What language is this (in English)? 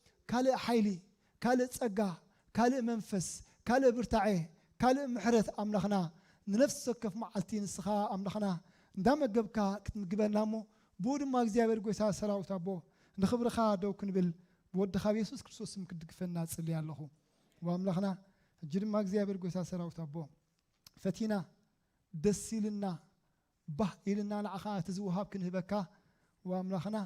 Tigrinya